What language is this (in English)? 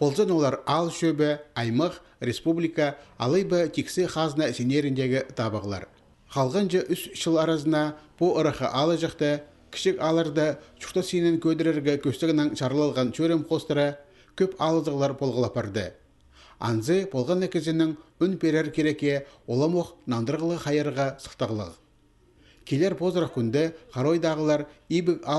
Khakas